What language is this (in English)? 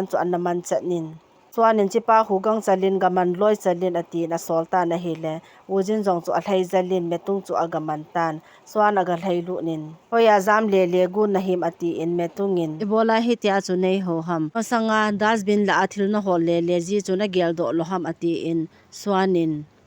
Thado Chin